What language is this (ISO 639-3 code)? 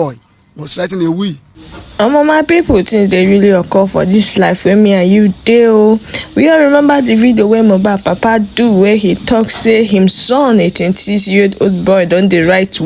pcm